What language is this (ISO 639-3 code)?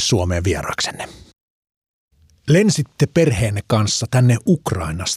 fin